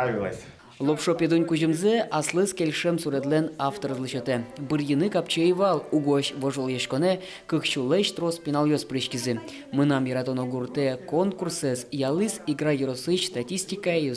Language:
Udmurt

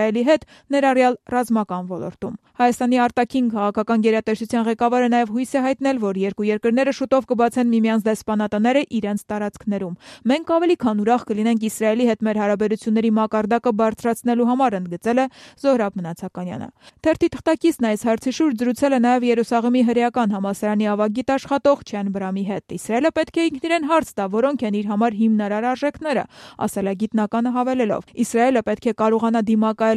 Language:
Armenian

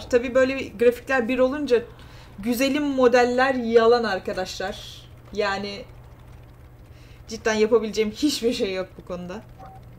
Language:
Turkish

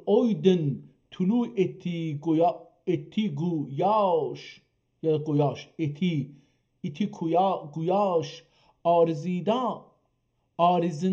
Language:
South Azerbaijani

